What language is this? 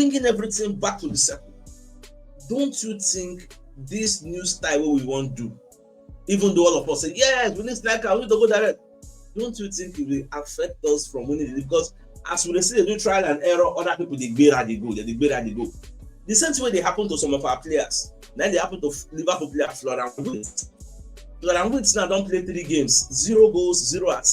Nigerian Pidgin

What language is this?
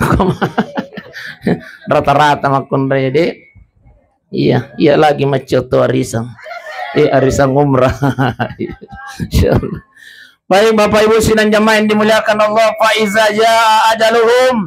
Buginese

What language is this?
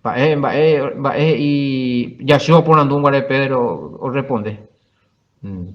Guarani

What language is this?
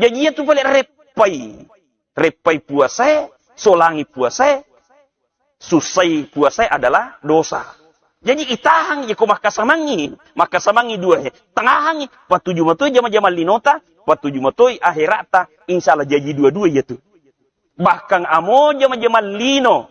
Buginese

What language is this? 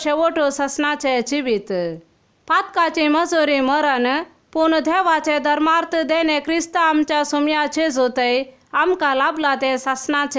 Konkani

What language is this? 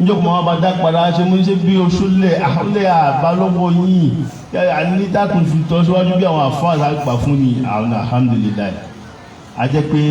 Yoruba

